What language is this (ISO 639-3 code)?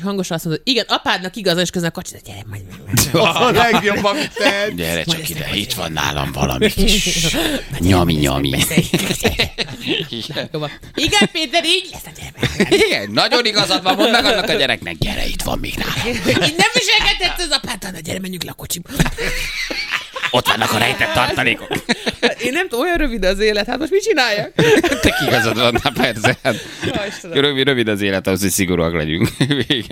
hun